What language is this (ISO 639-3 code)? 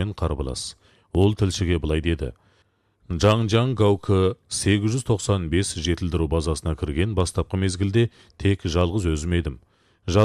kaz